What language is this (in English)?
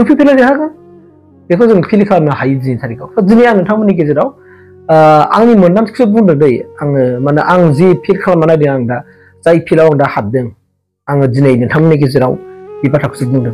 Bodo